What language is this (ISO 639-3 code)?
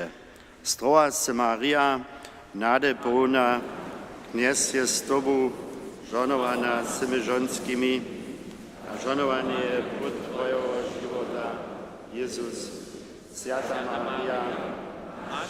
hsb